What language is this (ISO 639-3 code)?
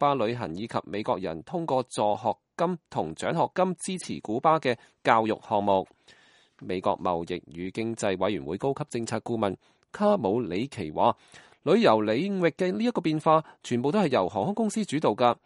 yue